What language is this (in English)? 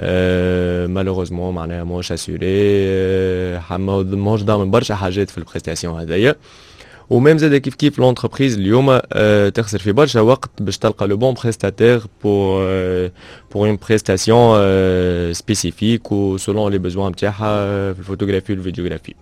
Tunisian Arabic